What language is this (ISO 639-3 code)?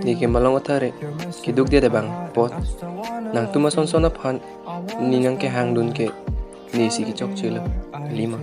mjw